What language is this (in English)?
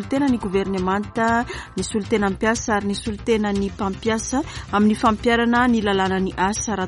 Malagasy